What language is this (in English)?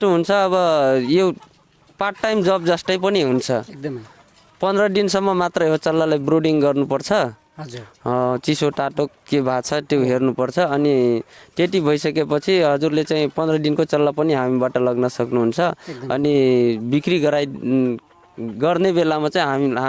Nepali